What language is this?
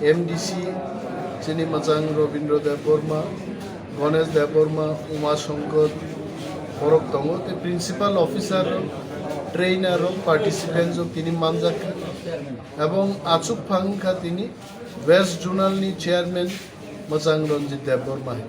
Kok Borok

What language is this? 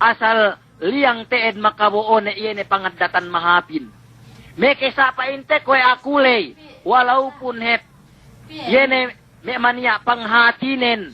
Yakan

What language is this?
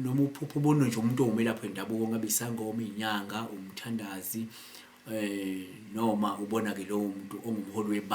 Zulu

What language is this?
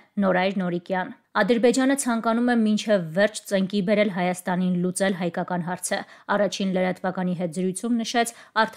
Armenian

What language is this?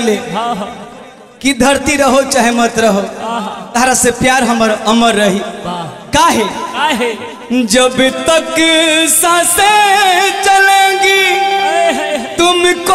Bhojpuri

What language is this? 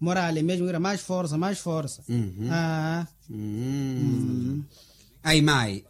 Makhuwa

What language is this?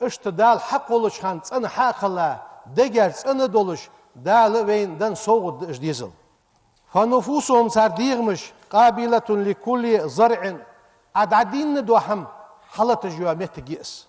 Ingush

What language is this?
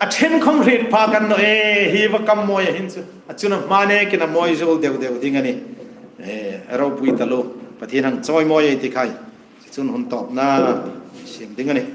Hmar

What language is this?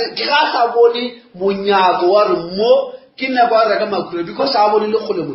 Northern Sotho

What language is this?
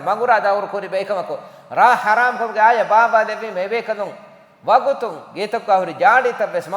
Divehi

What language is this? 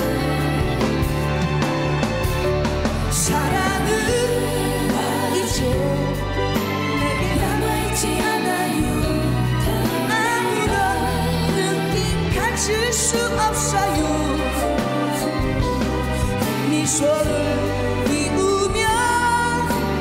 Korean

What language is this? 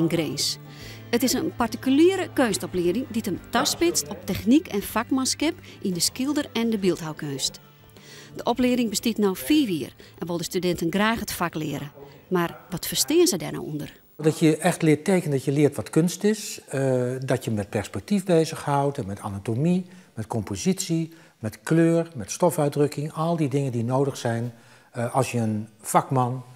Western Frisian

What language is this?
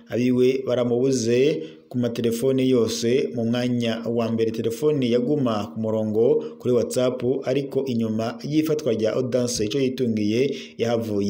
Rundi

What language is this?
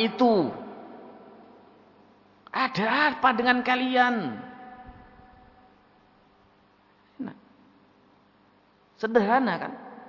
Indonesian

